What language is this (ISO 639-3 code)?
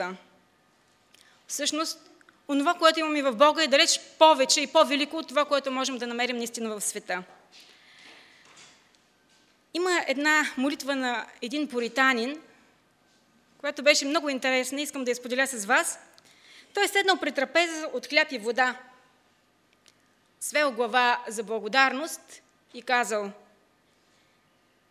bul